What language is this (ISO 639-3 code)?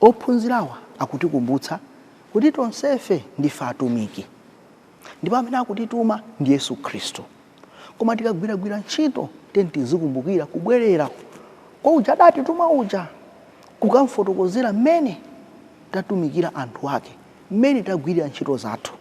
nya